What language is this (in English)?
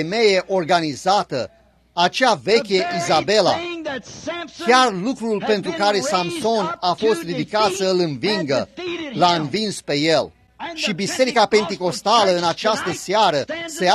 Romanian